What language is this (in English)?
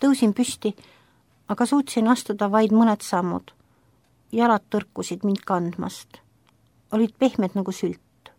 Estonian